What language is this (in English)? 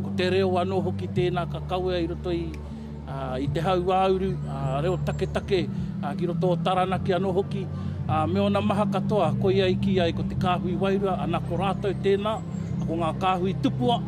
Māori